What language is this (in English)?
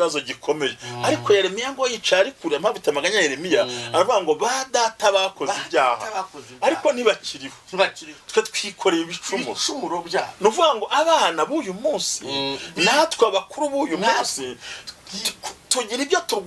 Kinyarwanda